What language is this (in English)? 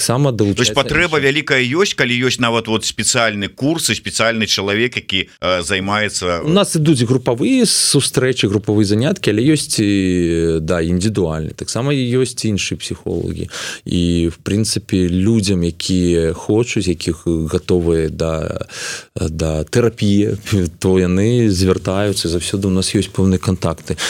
Belarusian